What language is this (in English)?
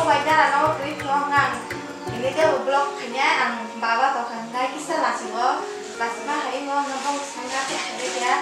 Kok Borok